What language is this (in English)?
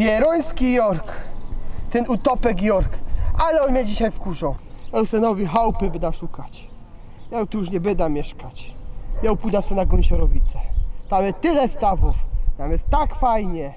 Silesian